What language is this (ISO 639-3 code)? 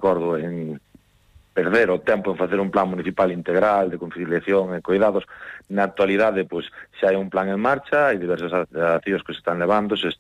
glg